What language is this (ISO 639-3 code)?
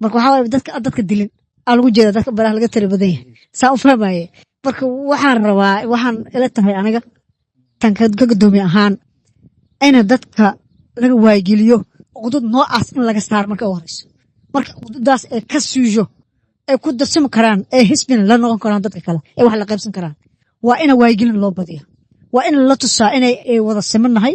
som